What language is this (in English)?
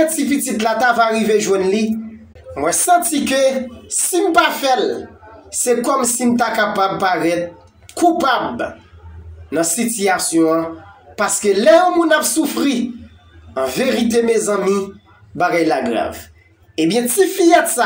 Haitian Creole